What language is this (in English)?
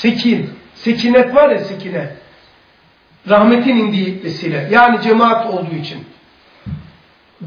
Turkish